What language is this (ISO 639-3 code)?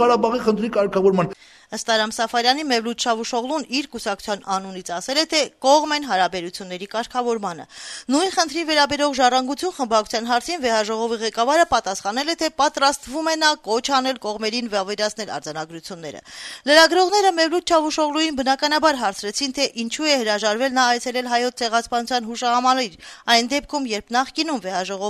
hye